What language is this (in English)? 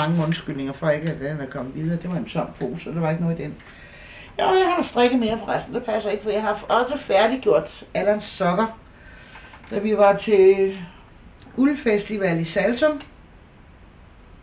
Danish